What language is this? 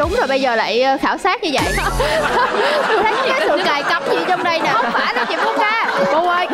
Vietnamese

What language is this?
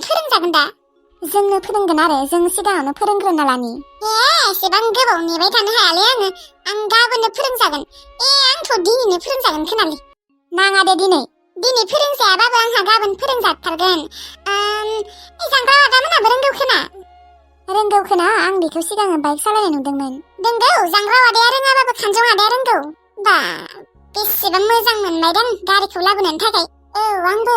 Bodo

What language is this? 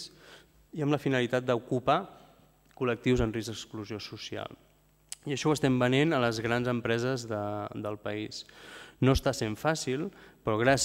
Catalan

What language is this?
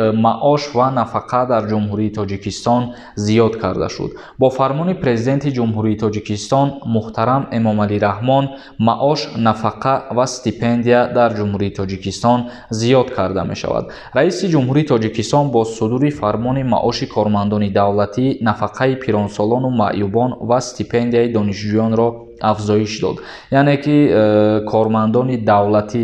Tajik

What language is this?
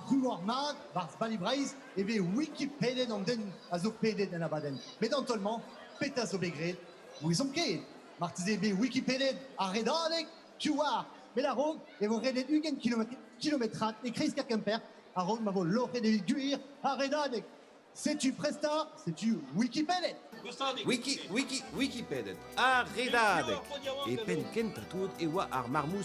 Breton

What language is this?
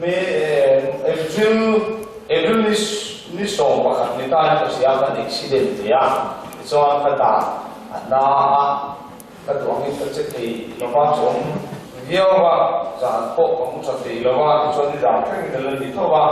Mizo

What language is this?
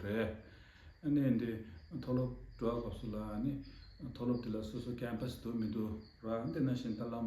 Tibetan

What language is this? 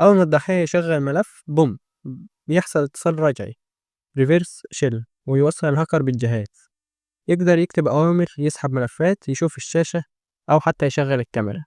Egyptian Arabic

